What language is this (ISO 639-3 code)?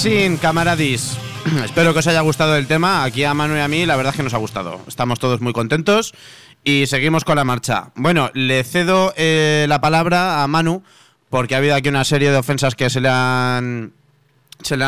spa